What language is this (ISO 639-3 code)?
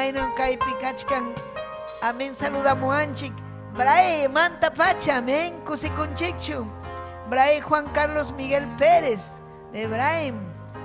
quy